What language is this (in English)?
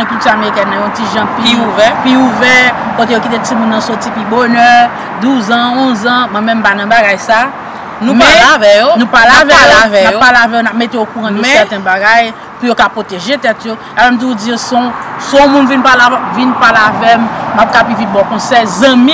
Haitian Creole